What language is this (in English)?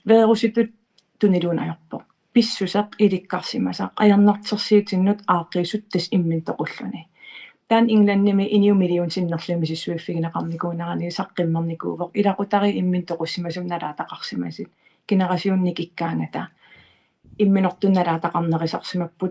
Kalaallisut